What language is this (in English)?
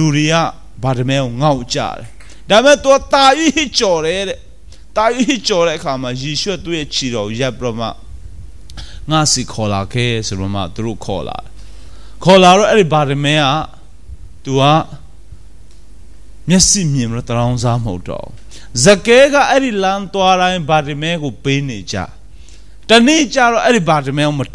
Burmese